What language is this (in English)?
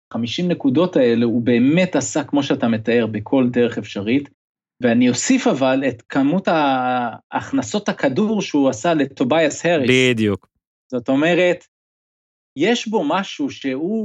Hebrew